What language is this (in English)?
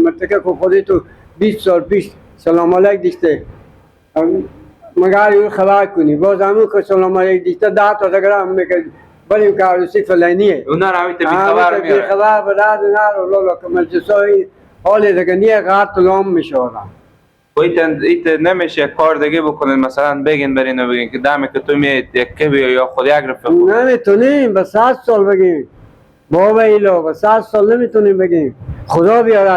Persian